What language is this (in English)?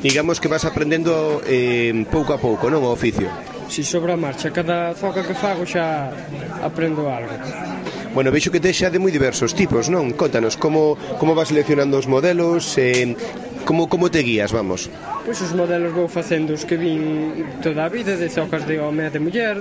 Galician